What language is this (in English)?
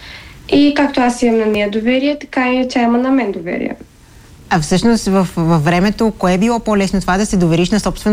Bulgarian